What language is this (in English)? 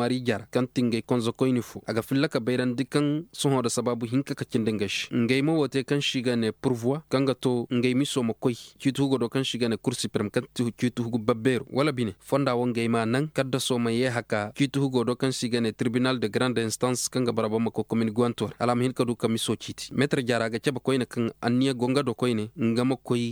Koyraboro Senni